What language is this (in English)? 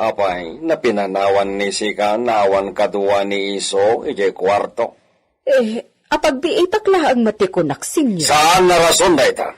Iloko